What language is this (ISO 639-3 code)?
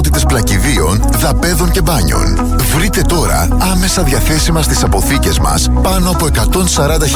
ell